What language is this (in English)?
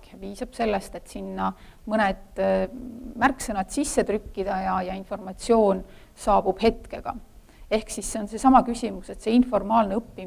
Estonian